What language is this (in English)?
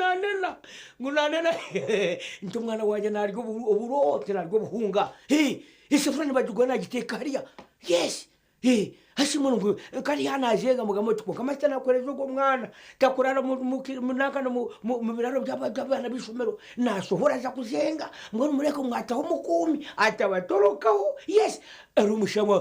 Nyankole